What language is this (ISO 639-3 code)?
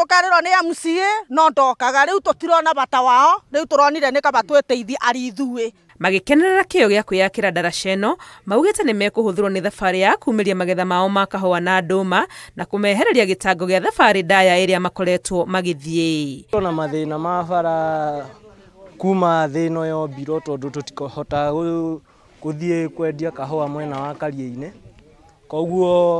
kik